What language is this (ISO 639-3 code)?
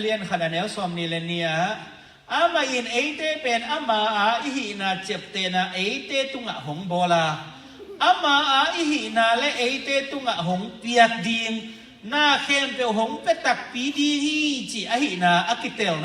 ctd